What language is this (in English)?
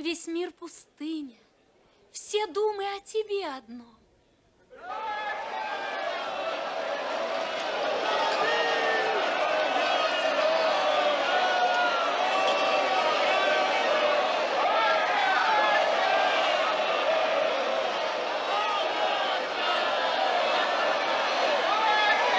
Russian